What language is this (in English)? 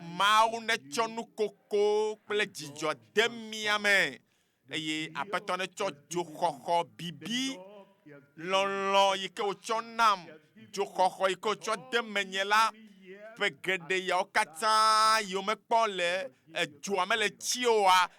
Ewe